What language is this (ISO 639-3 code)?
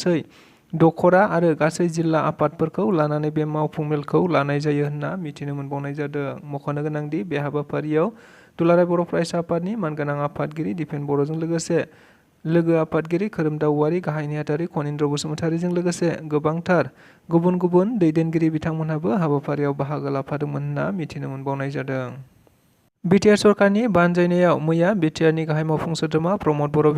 brx